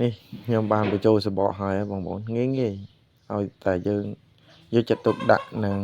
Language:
Khmer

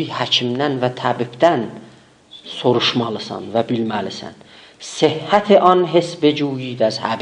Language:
South Azerbaijani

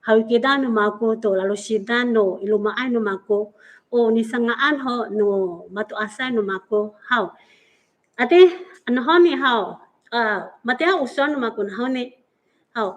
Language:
Amis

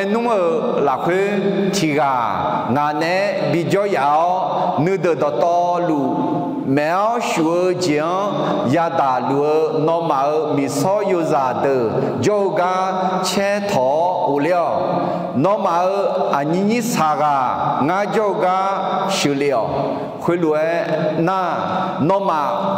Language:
Akha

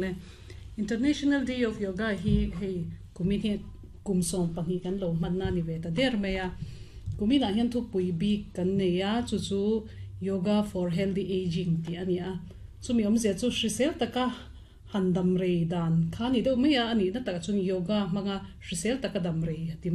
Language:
Mizo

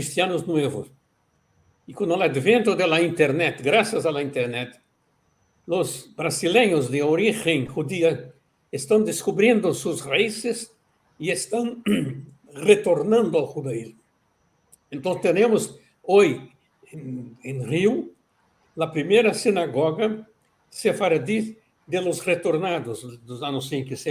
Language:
Ladino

